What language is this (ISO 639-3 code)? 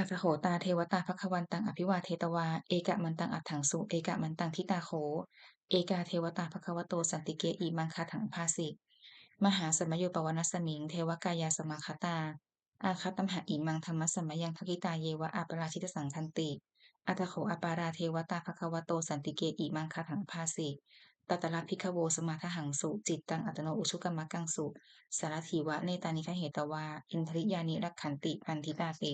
pli